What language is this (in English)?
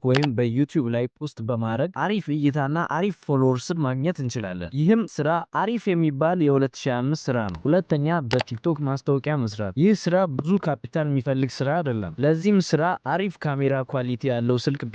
Amharic